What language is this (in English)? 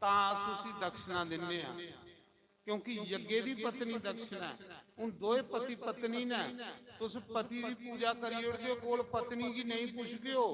Dogri